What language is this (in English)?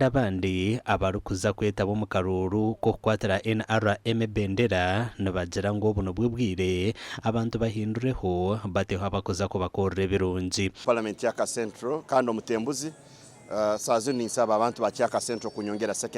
Nyankole